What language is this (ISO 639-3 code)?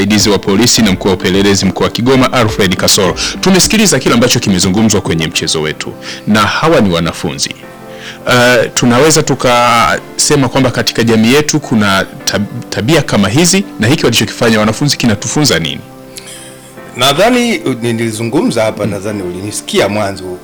swa